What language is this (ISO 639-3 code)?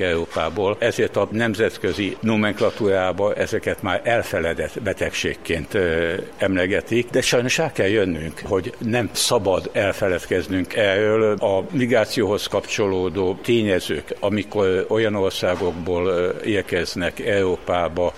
hun